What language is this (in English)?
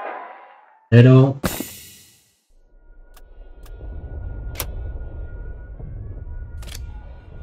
Spanish